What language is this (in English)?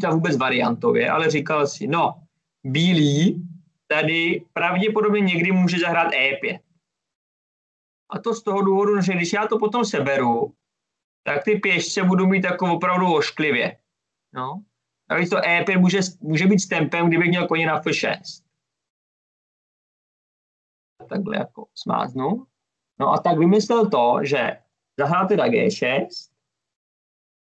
Czech